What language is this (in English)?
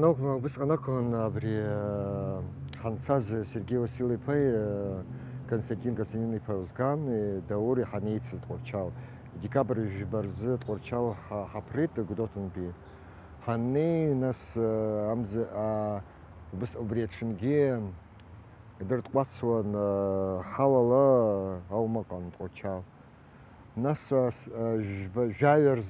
Abkhazian